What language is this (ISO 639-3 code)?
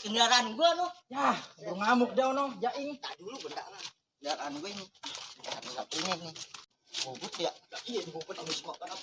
bew